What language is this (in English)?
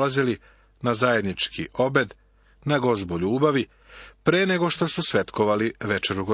Serbian